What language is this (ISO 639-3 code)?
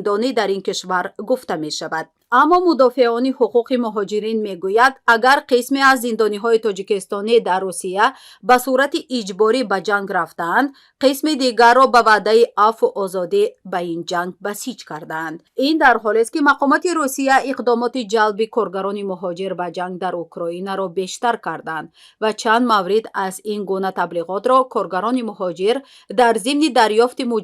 tgk